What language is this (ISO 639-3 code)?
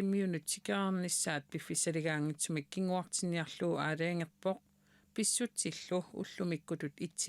kal